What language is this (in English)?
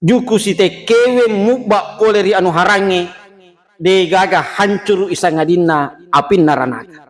Buginese